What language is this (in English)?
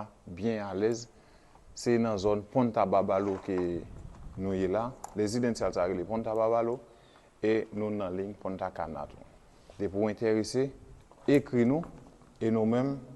Haitian Creole